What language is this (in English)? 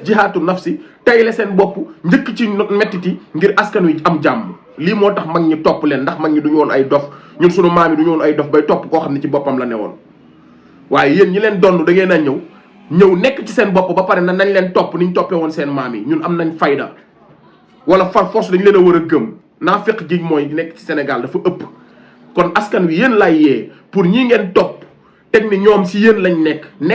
Wolof